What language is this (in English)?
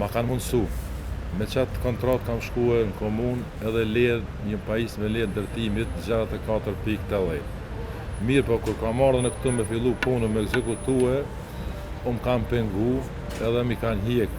Albanian